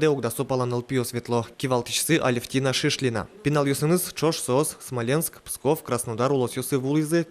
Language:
Udmurt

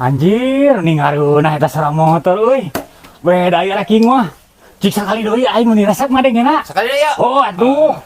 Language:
Sundanese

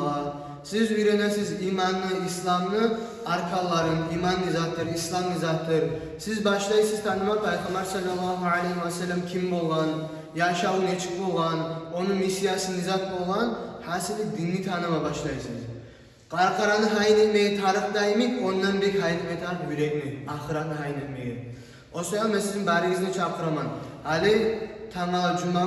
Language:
Kumyk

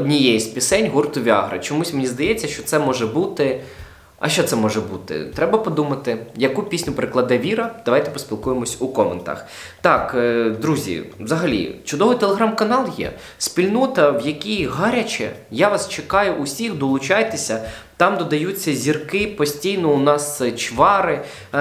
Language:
Ukrainian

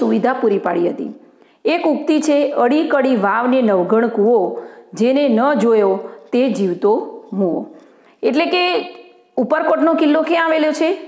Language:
Gujarati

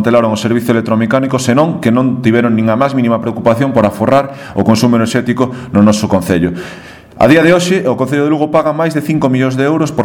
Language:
Galician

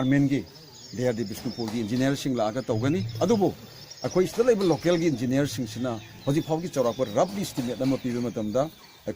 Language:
Manipuri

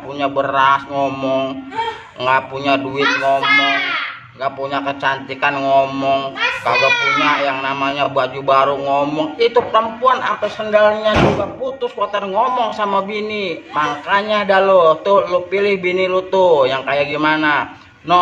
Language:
Betawi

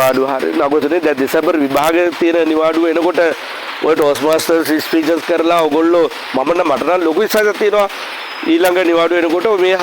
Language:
Sinhala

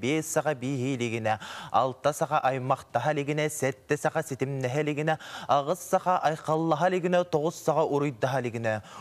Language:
Yakut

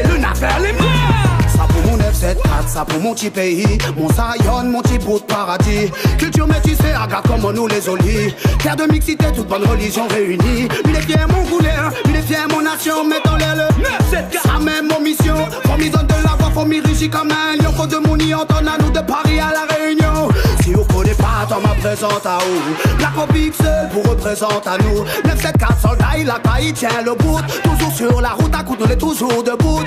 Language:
Réunion Creole French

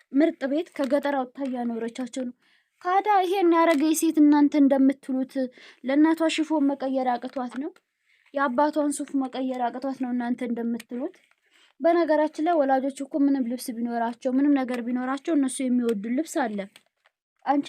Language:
Amharic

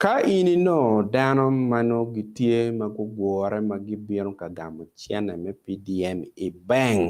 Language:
Acoli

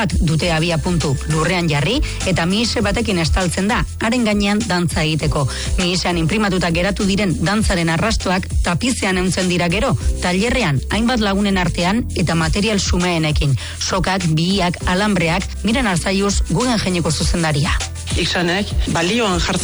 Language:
Basque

